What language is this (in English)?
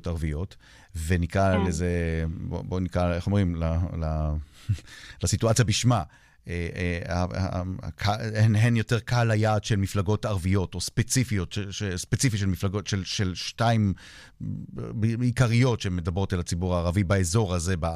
Hebrew